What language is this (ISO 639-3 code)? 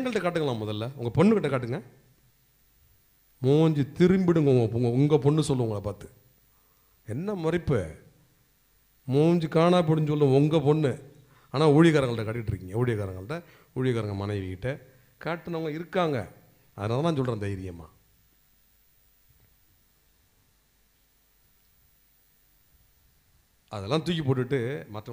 tam